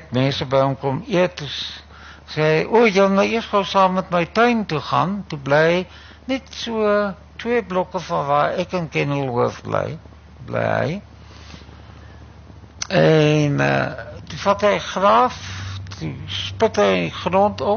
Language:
Afrikaans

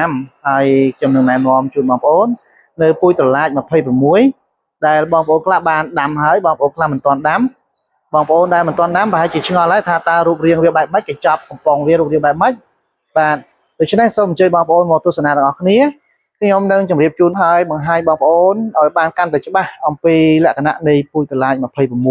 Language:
Khmer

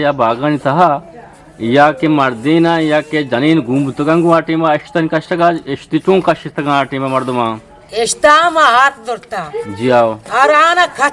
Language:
Eastern Balochi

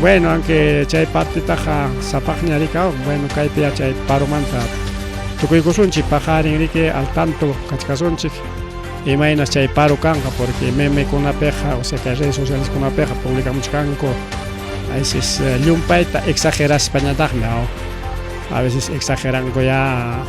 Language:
Ayacucho Quechua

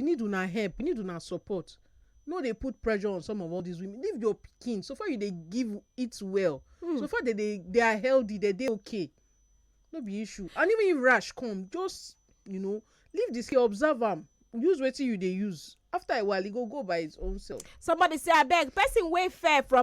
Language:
Nigerian Pidgin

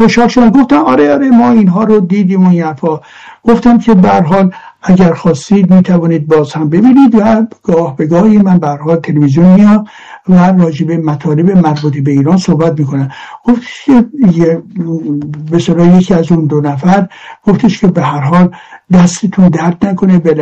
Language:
Persian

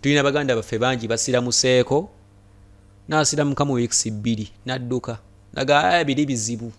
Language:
Ganda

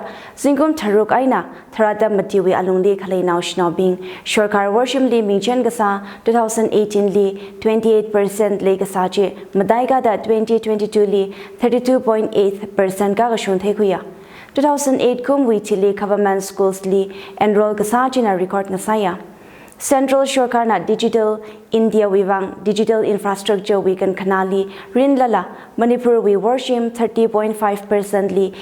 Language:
Tangkhul Naga (India)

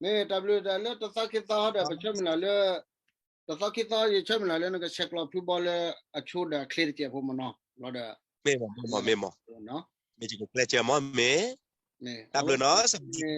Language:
S'gaw Karen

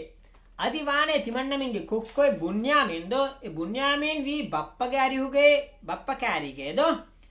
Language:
Divehi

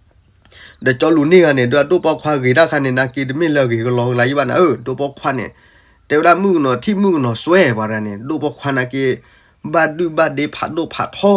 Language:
S'gaw Karen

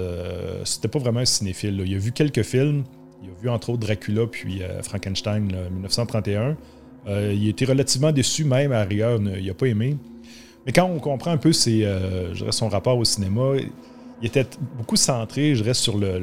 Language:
French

